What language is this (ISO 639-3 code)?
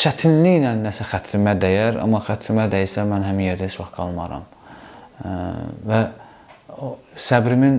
aze